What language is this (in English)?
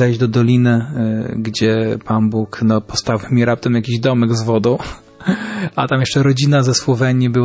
Polish